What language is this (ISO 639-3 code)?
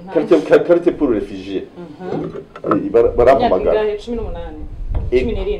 kin